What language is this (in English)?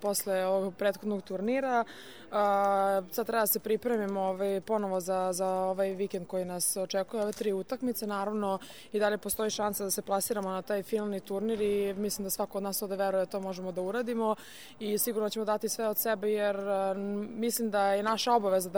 Serbian